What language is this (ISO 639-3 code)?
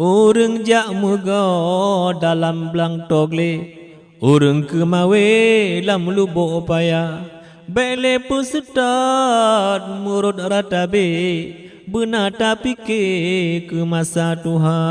ace